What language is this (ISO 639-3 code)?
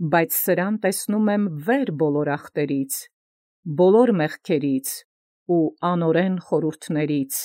hye